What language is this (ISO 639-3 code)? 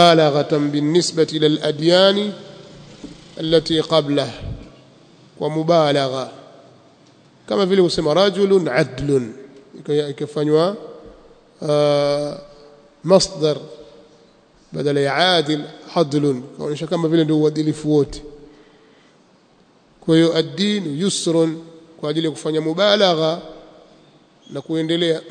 swa